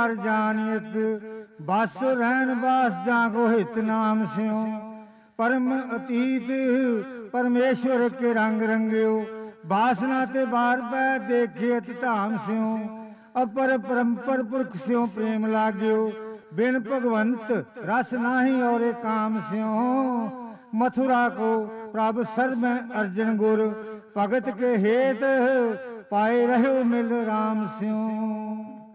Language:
Punjabi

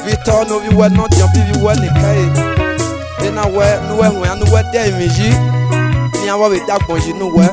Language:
Esan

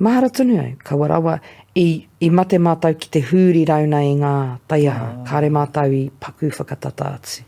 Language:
Māori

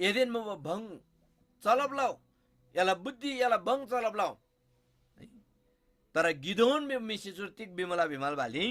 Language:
Eastern Tamang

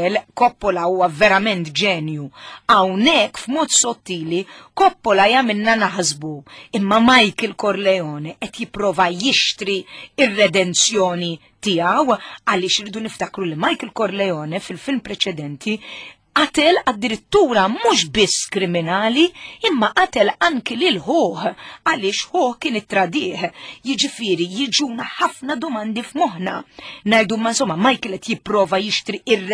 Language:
Maltese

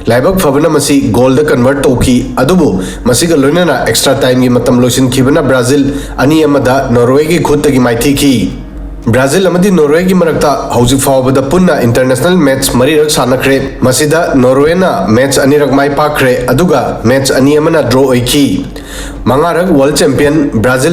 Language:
Manipuri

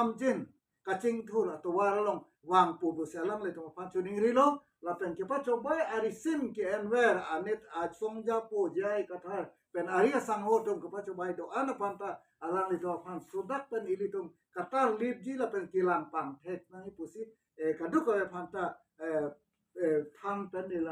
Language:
Karbi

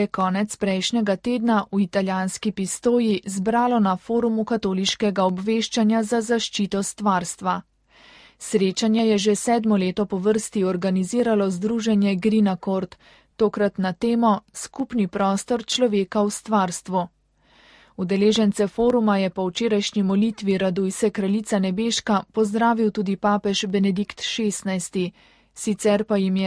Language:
Slovenian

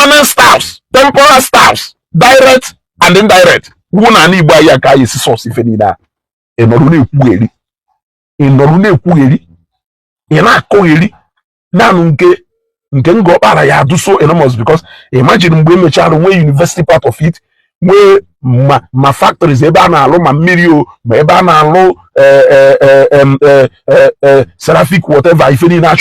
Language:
Igbo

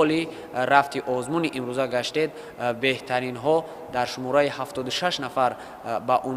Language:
Tajik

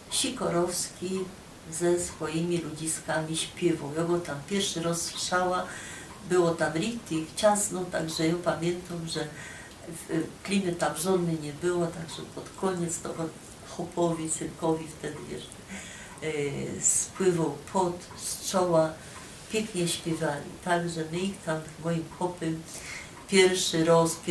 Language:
Silesian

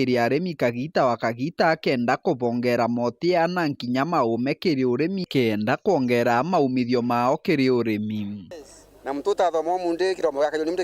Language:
Meru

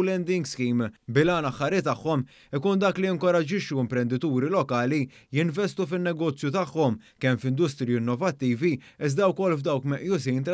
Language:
Maltese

